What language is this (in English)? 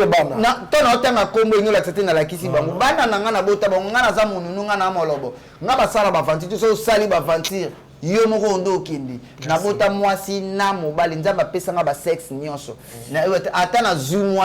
Lingala